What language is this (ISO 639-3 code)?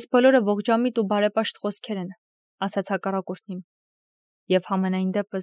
hye